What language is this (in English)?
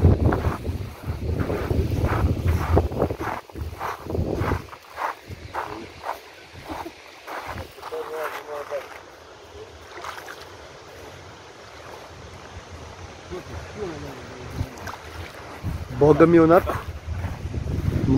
Serbian